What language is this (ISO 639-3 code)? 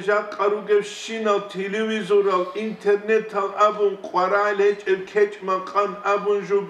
ava